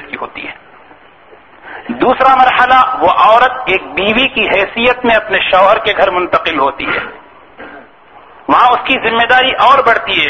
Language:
Urdu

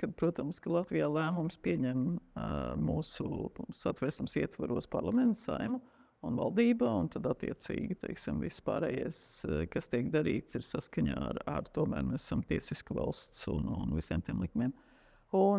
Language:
Latvian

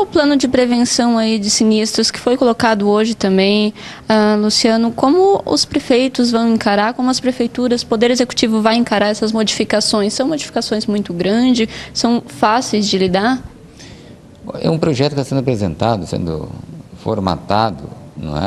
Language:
Portuguese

